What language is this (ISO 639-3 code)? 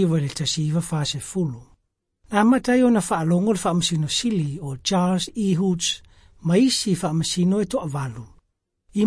smo